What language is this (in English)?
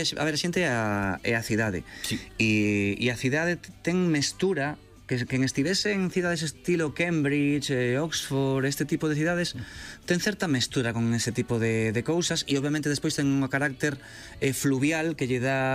Galician